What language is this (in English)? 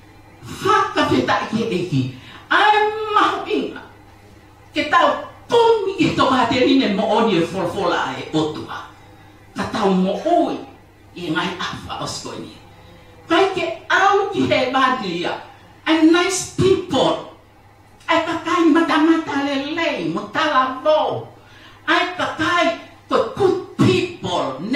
Tongan